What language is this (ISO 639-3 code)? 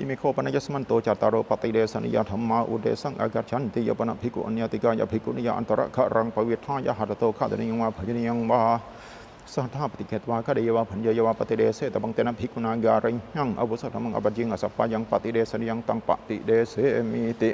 pli